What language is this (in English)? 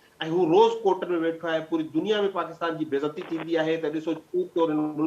Sindhi